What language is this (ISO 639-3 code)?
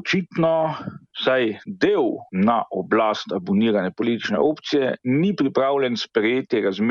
slv